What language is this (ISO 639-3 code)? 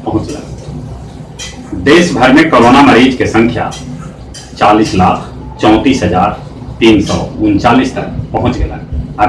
mag